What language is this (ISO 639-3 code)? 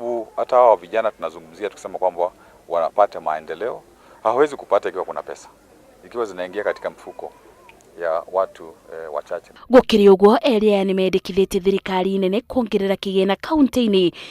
kik